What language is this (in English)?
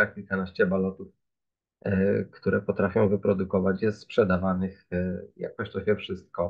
Polish